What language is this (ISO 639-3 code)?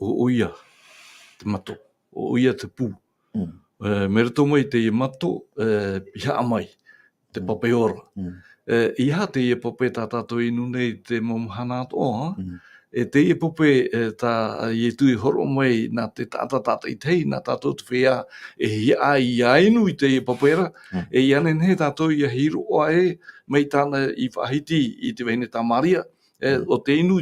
tah